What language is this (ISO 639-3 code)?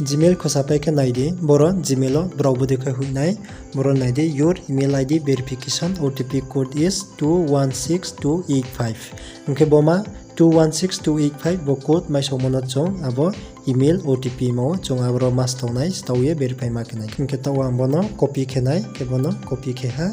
ria